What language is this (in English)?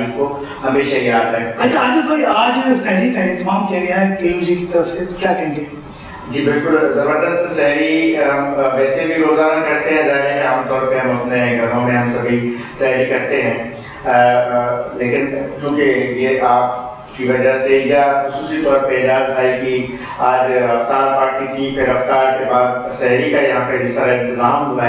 Urdu